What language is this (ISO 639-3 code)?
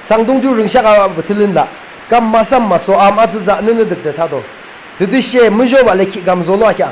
yim